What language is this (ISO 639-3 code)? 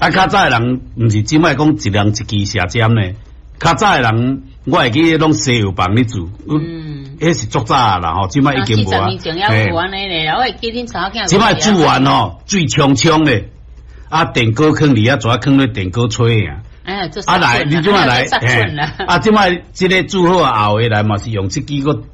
nan